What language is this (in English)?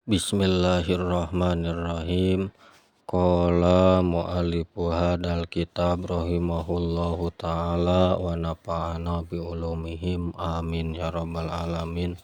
Sundanese